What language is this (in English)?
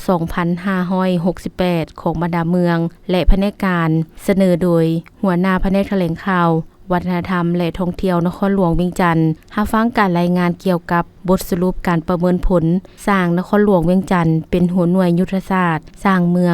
Lao